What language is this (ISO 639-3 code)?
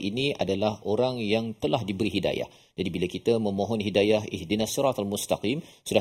msa